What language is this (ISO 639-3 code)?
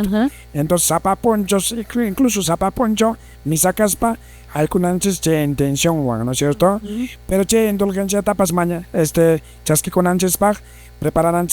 que